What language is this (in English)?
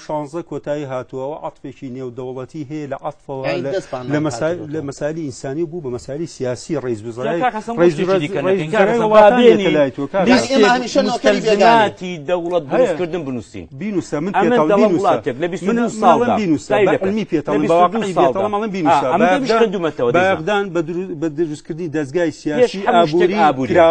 Central Kurdish